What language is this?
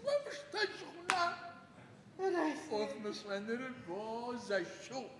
Adyghe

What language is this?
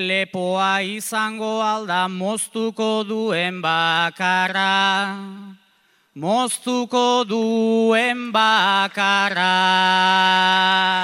Basque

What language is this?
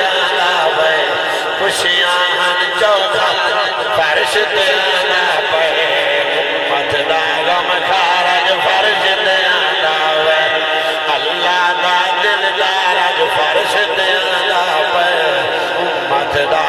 Saraiki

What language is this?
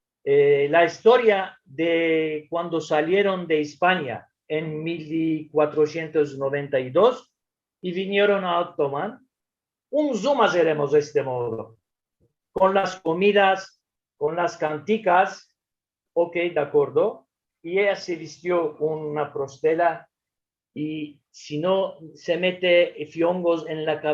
Ladino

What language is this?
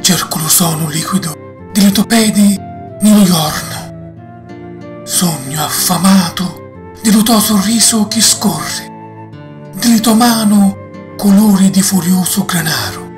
Sicilian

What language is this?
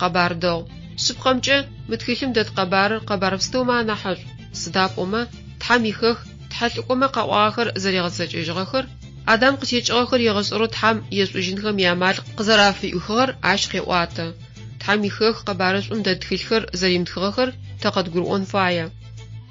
Adyghe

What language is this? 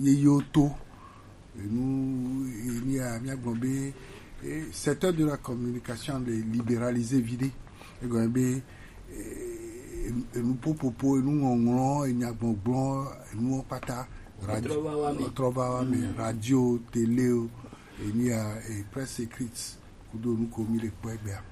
Gen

